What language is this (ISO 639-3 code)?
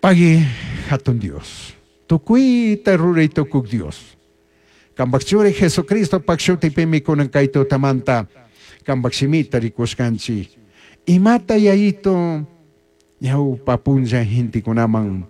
qug